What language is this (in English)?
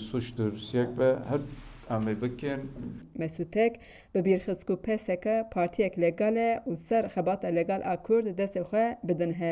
Kurdish